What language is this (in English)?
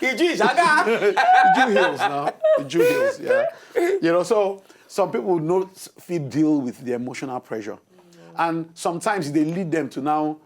Nigerian Pidgin